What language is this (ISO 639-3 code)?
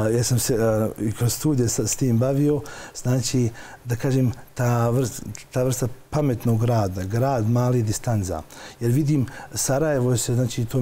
bos